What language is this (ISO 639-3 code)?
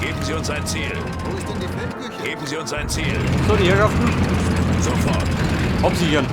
bar